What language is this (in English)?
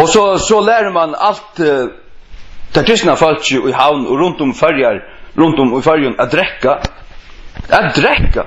Faroese